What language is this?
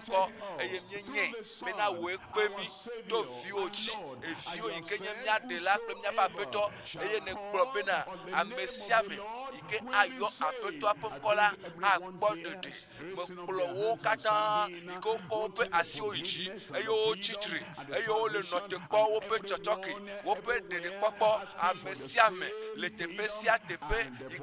Ewe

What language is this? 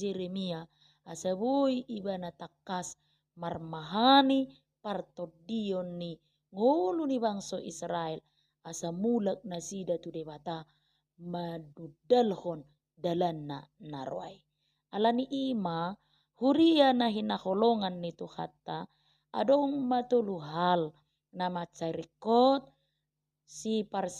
Batak Toba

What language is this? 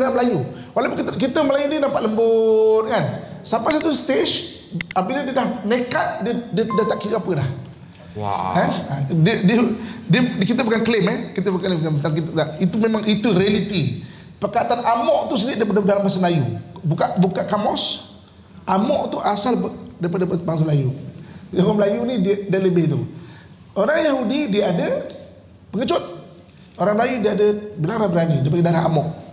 Malay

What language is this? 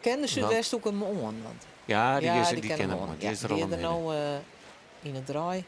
Western Frisian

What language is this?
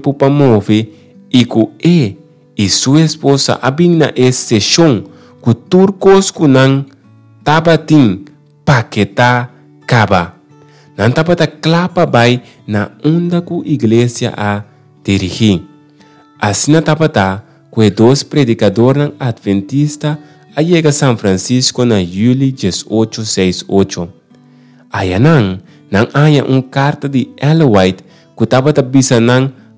Papiamento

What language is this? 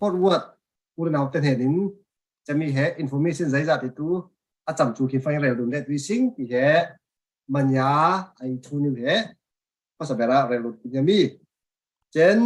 Falam Chin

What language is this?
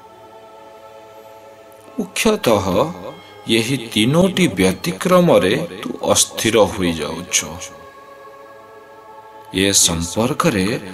Odia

